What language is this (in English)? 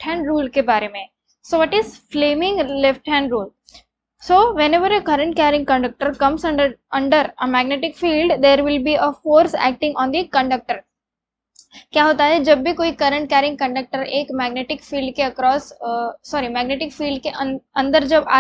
Hindi